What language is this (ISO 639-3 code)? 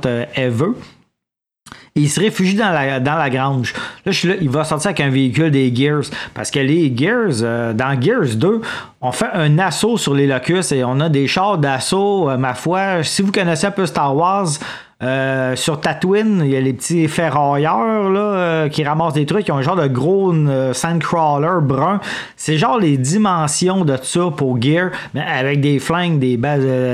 fra